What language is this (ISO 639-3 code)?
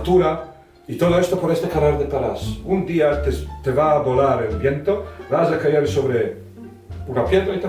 lad